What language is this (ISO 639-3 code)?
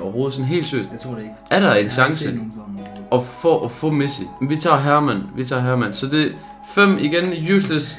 dan